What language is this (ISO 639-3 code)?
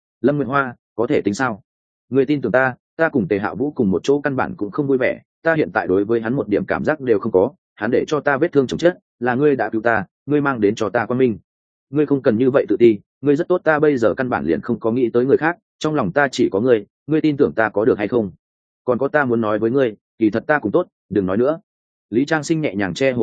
vie